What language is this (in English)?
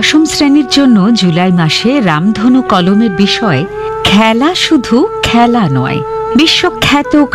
Bangla